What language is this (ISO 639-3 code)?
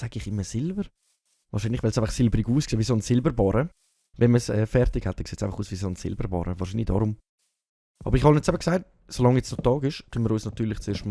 gsw